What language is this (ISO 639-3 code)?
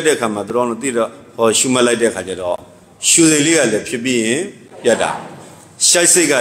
mya